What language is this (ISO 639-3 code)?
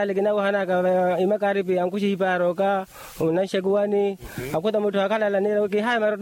vmw